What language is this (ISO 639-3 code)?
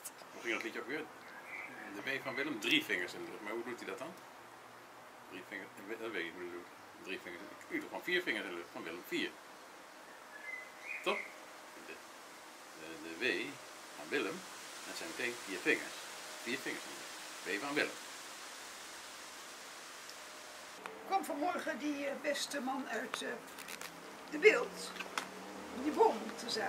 nld